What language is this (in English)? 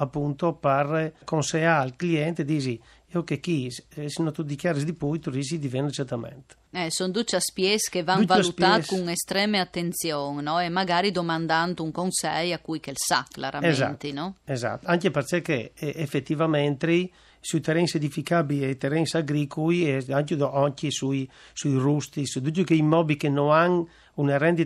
Friulian